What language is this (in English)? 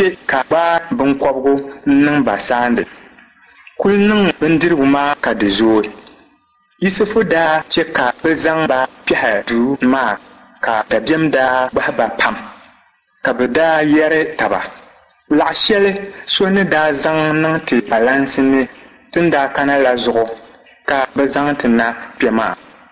Dagbani